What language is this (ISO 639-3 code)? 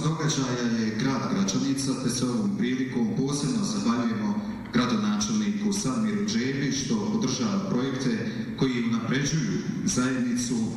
bos